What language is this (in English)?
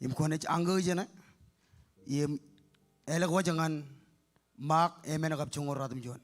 Marshallese